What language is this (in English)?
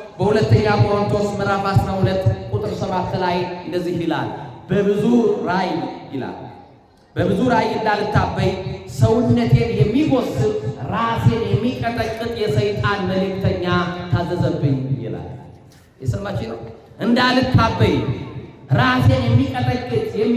Amharic